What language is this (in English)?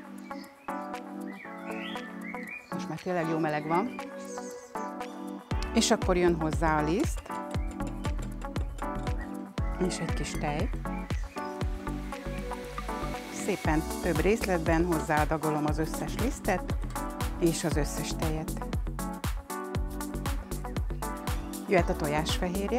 Hungarian